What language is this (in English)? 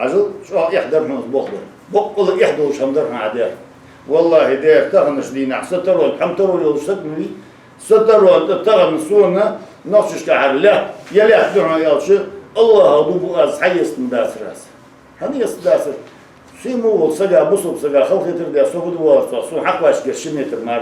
Ingush